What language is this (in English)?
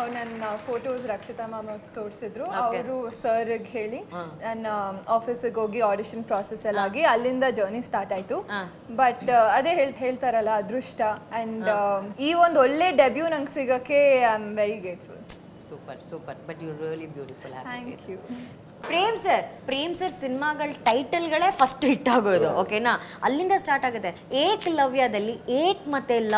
Kannada